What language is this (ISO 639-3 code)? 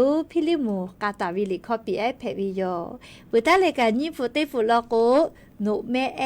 lhu